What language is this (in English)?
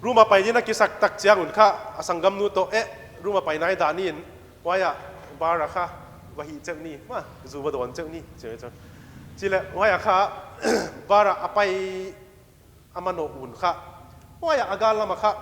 Paite Chin